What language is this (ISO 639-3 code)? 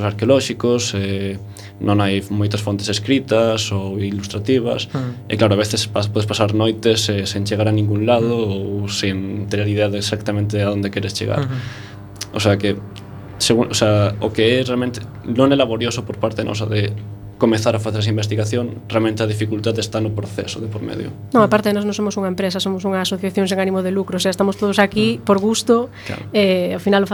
glg